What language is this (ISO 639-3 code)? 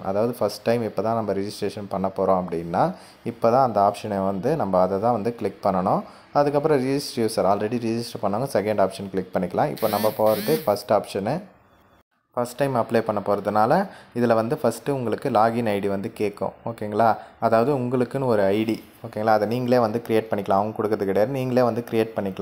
tam